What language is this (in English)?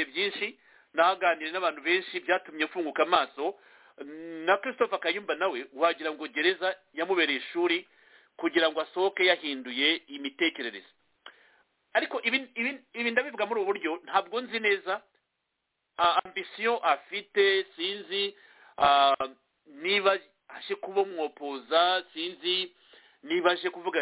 Kinyarwanda